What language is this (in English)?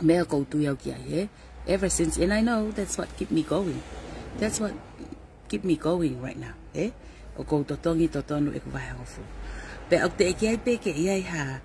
Tongan